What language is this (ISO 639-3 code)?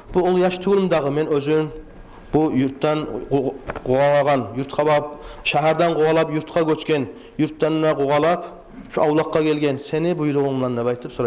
kum